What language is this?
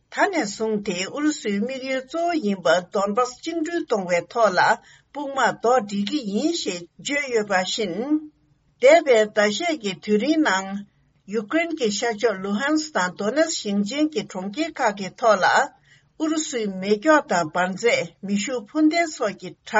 Tibetan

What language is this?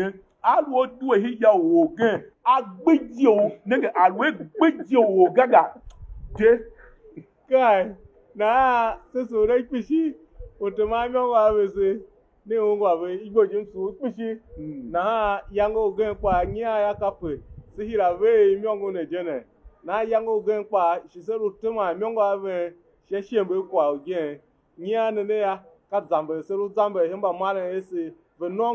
Tiv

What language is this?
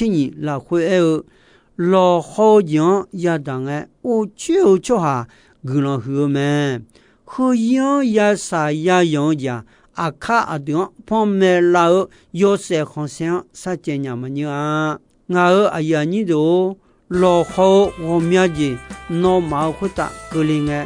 Akha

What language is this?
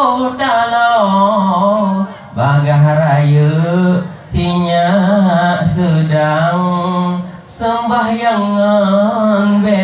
Achinese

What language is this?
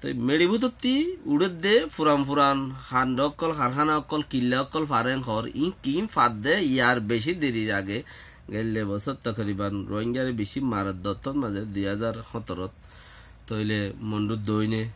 Rohingya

